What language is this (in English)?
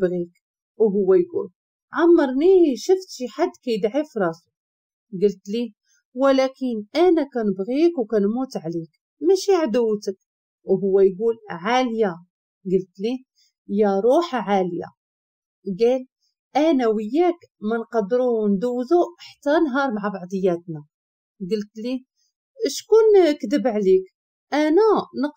Moroccan Arabic